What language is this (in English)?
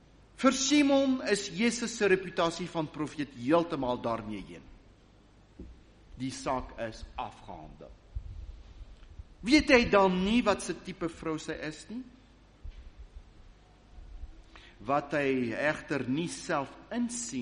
Afrikaans